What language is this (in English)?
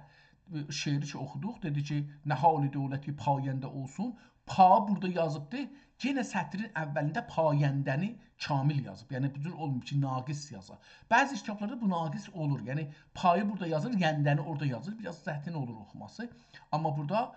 South Azerbaijani